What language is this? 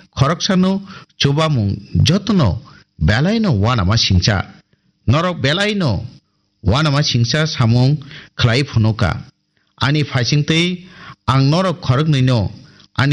Kok Borok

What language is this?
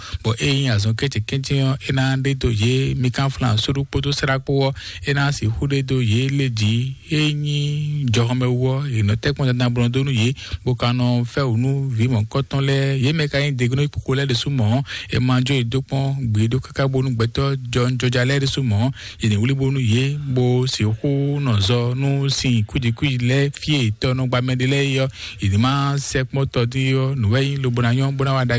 Fon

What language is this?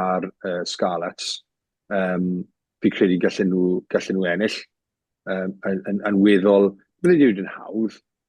Welsh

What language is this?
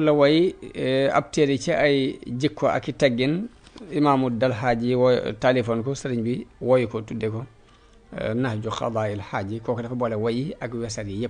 Wolof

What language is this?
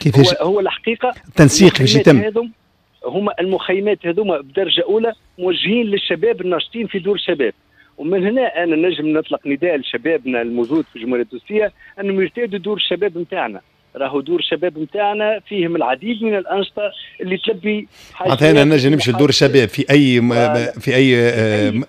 Tunisian Arabic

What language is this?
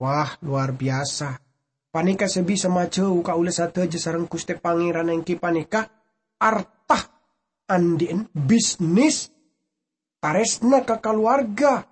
Madurese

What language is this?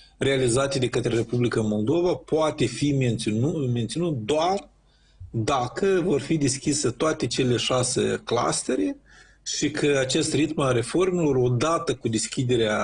Romanian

